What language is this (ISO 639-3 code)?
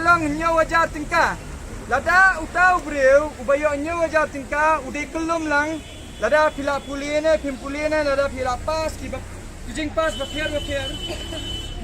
kha